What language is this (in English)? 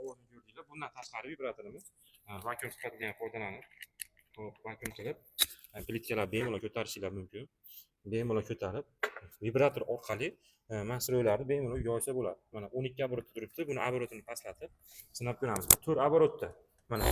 Uzbek